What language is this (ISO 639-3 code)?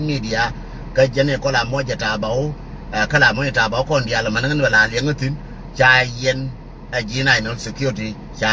nus